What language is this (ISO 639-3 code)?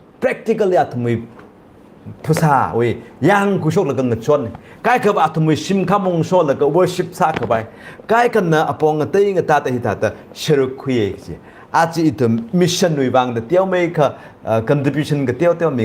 nmf